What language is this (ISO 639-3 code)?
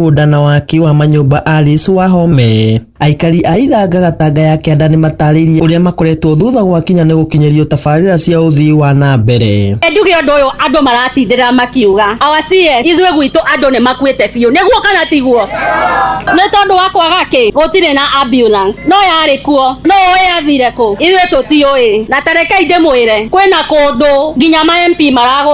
kik